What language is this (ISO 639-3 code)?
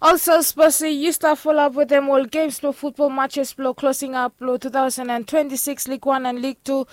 bis